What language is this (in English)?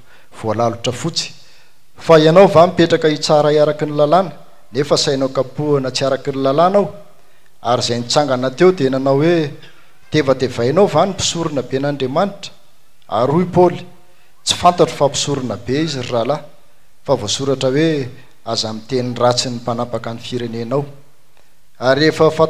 Malagasy